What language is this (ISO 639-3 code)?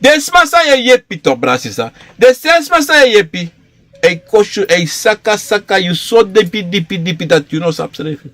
srn